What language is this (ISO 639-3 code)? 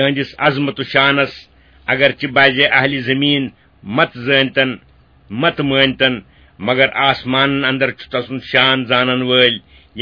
kas